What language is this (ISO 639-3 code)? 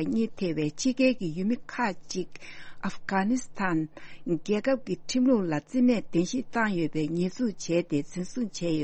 bod